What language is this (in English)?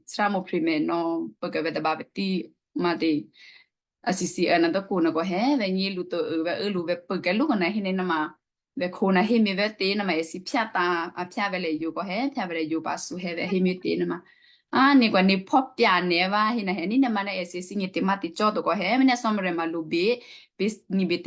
Western Kayah